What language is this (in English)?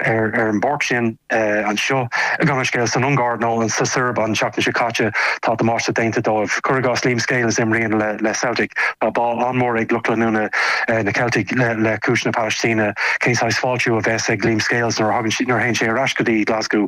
Irish